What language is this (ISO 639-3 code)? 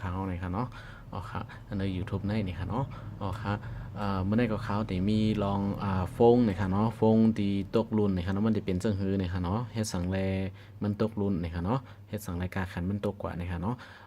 shn